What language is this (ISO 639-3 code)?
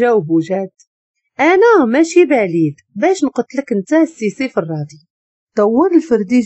ary